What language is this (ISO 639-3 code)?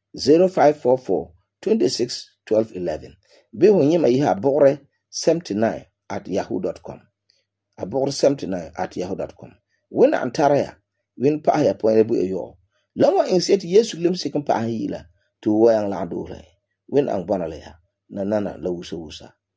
gur